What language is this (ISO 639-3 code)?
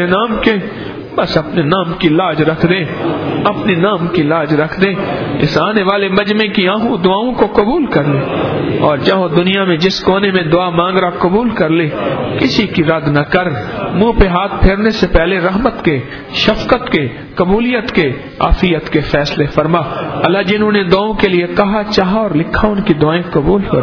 urd